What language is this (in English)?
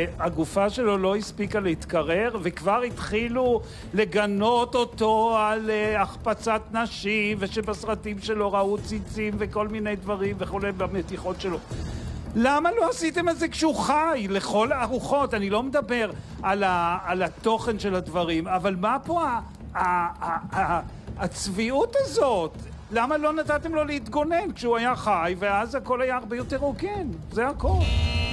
Hebrew